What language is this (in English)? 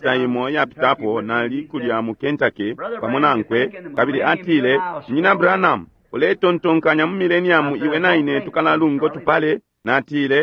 Bemba